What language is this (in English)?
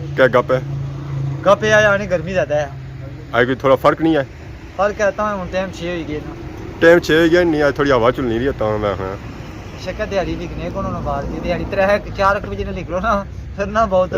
Pahari-Potwari